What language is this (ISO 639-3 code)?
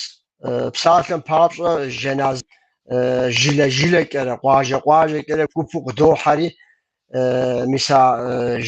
kbd